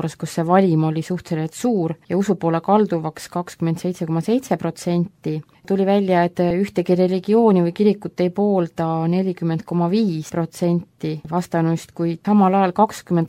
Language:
Estonian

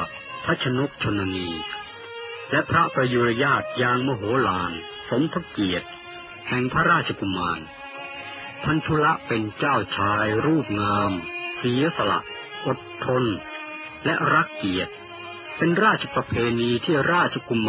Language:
Thai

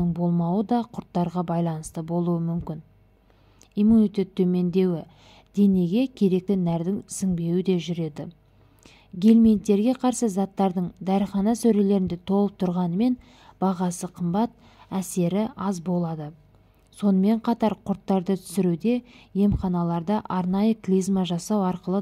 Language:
Kazakh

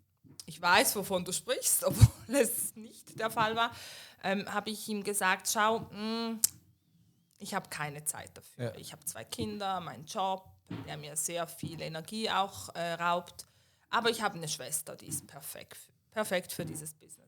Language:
Swiss German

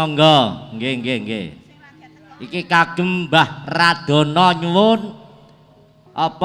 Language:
Javanese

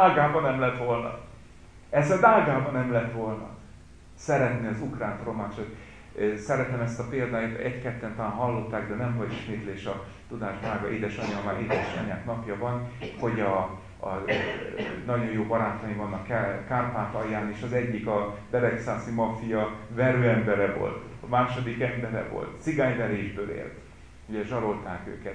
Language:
Hungarian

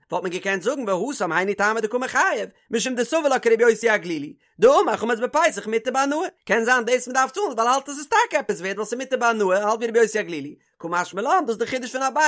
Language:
Yiddish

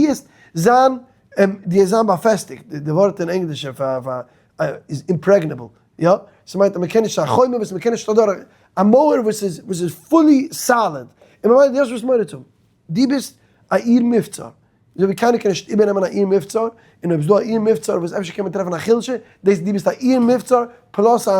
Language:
Yiddish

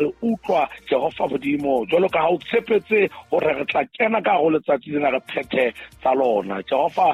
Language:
Southern Sotho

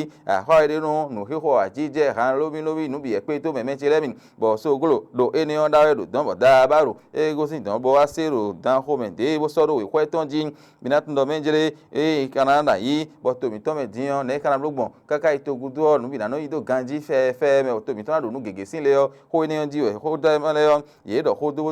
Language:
Fon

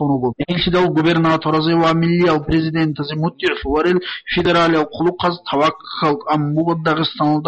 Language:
Avaric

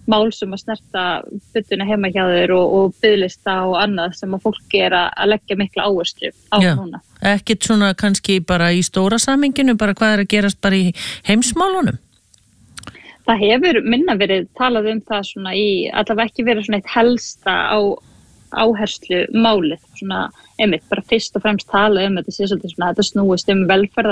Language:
Icelandic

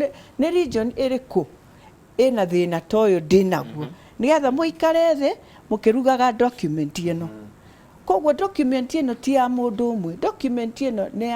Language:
Kikuyu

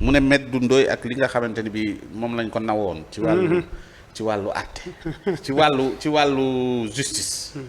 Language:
Wolof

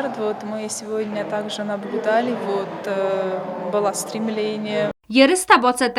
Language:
Ossetic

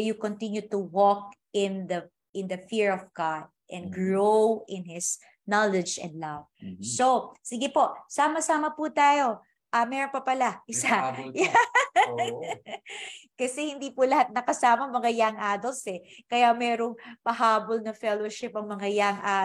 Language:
Filipino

